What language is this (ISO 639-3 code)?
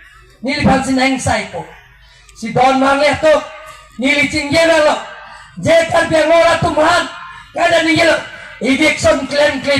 mjw